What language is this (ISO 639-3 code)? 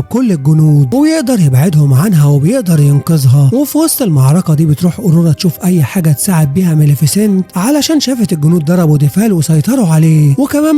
arz